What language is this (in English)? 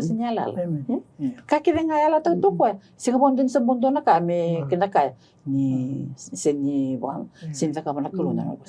Fijian